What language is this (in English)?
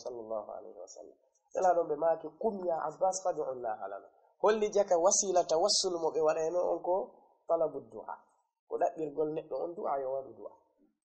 Fula